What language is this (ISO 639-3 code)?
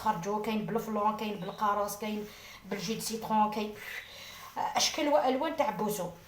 arq